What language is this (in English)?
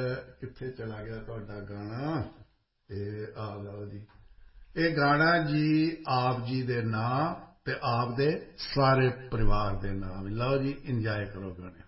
Punjabi